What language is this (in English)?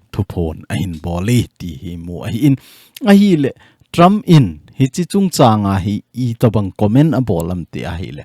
Thado Chin